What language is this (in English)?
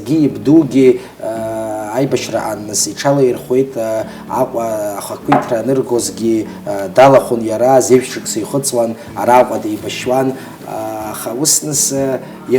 Abkhazian